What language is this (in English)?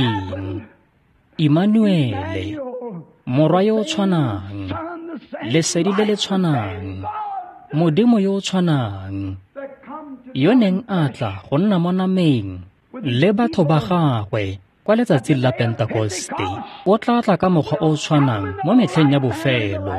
Tswana